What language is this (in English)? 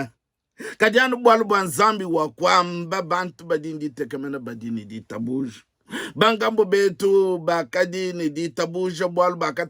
Luba-Lulua